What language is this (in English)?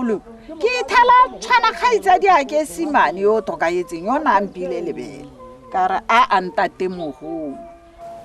Tswana